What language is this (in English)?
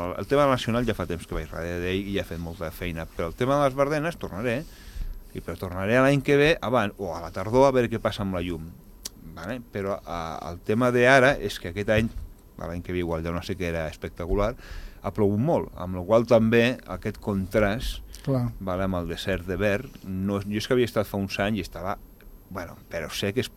Catalan